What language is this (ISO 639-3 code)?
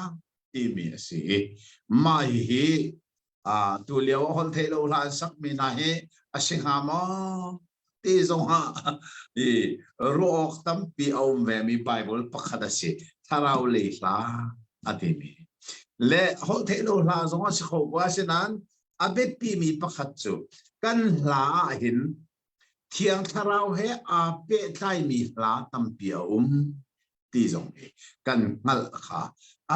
cnh